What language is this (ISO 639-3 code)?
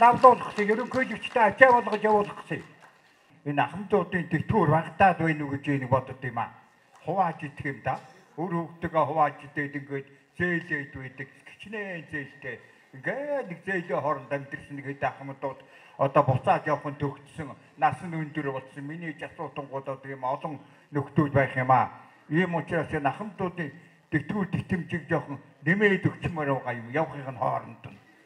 mon